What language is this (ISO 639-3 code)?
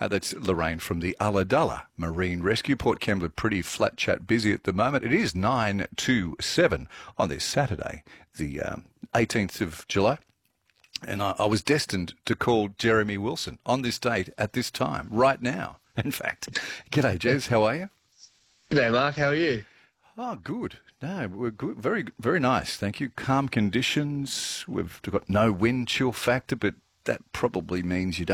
eng